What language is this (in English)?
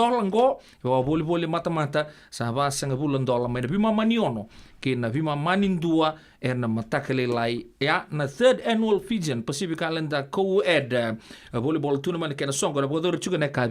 Fijian